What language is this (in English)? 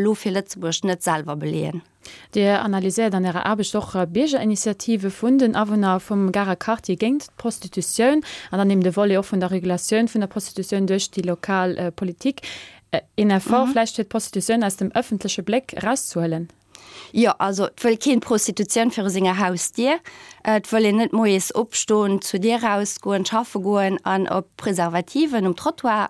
Luxembourgish